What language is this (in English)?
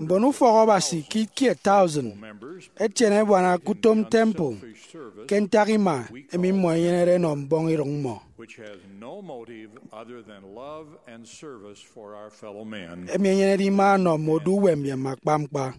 Efik